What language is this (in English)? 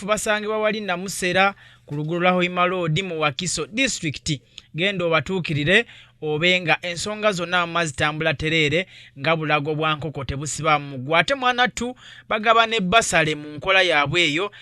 Ganda